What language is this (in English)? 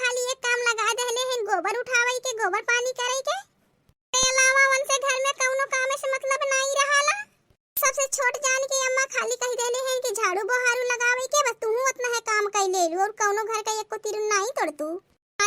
Awadhi